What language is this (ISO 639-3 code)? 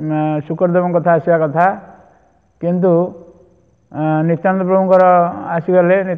ori